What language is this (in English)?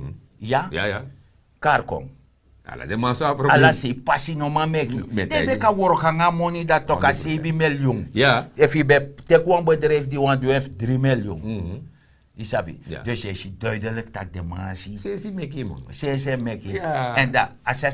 Sranan Tongo